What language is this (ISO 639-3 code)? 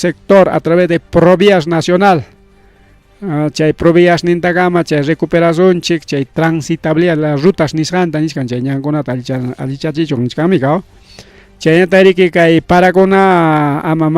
quy